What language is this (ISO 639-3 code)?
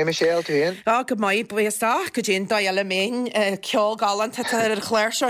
gle